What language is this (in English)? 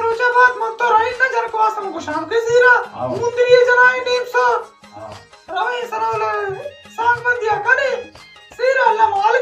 Baluchi